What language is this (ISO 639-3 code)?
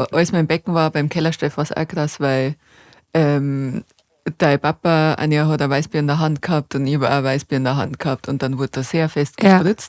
bar